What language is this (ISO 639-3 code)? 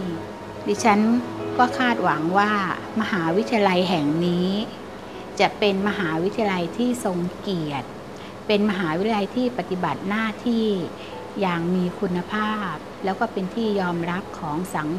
tha